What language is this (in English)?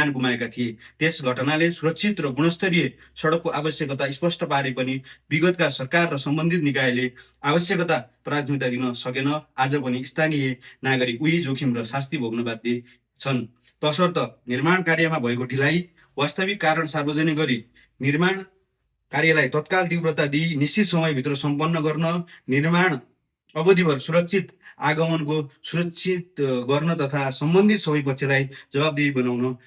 Nepali